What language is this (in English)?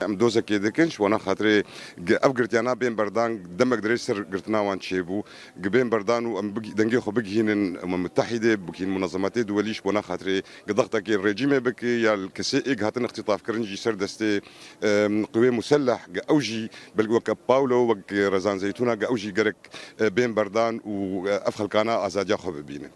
Kurdish